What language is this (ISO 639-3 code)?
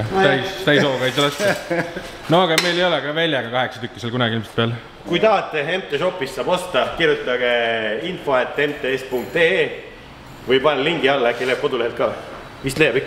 est